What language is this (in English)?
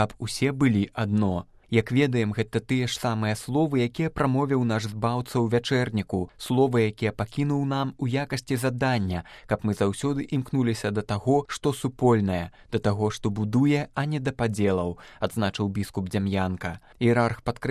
Belarusian